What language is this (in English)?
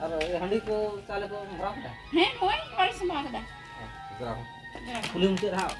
Santali